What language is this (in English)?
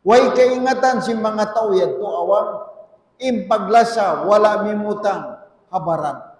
Tausug